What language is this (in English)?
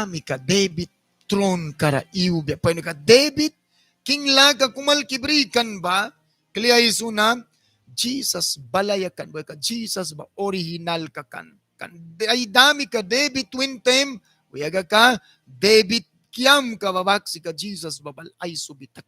Mískito